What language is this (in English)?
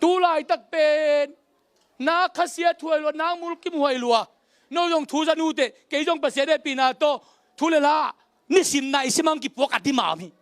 Tedim Chin